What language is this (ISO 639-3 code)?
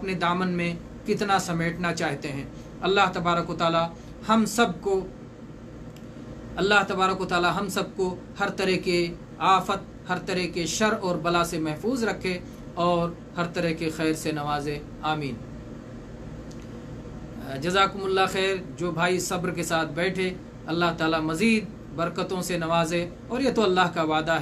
urd